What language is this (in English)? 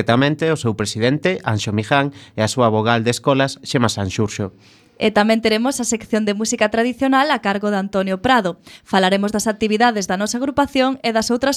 Galician